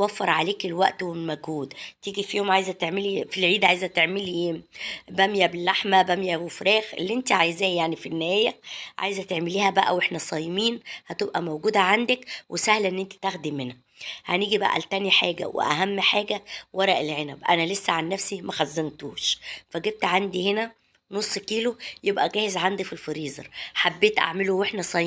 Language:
Egyptian Arabic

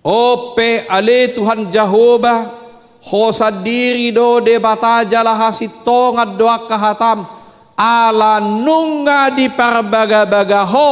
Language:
Batak Toba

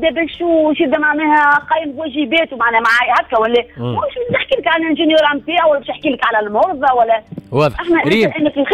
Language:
Tunisian Arabic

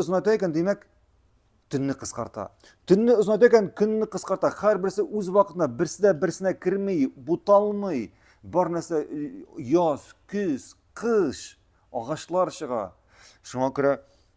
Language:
Tatar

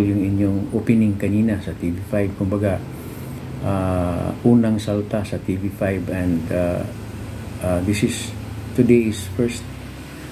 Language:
Filipino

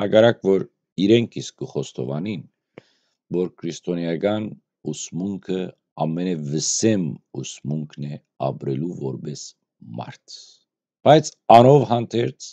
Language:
Western Armenian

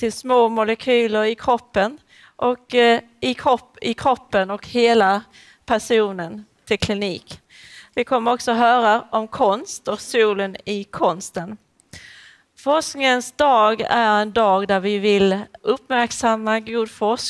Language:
Swedish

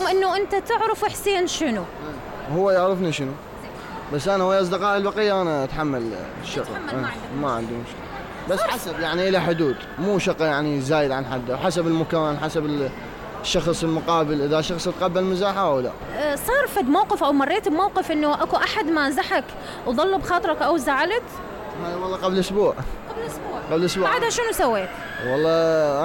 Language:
Mesopotamian Arabic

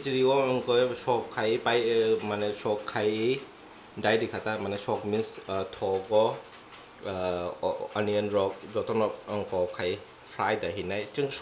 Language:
Kok Borok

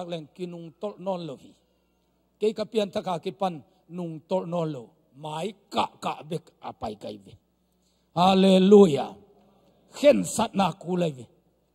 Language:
Tedim Chin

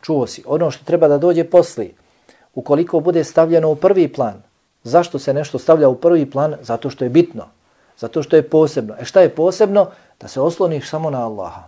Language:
Bosnian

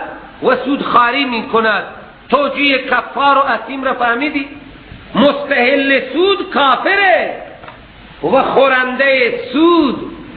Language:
Persian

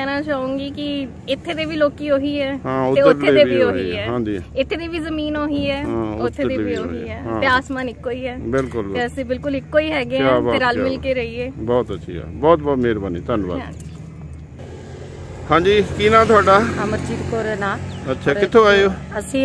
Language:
Punjabi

